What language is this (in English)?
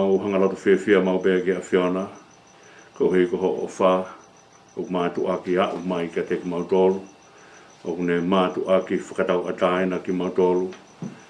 Tongan